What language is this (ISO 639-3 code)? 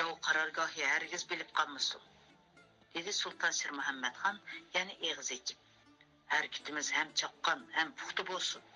uig